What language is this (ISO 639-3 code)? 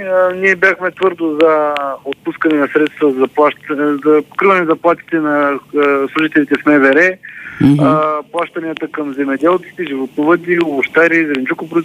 bul